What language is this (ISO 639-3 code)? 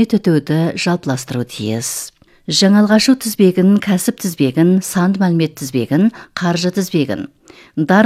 kaz